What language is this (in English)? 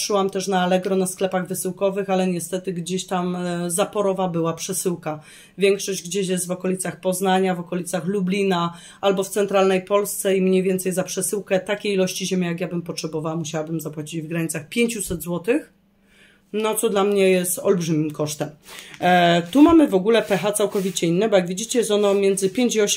Polish